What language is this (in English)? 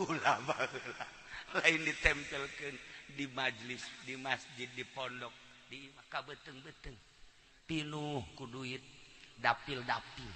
Sundanese